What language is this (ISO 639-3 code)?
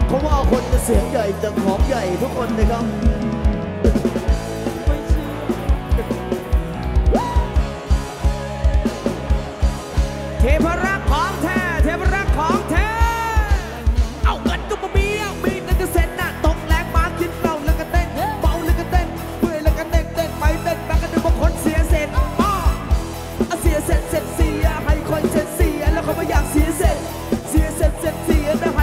tha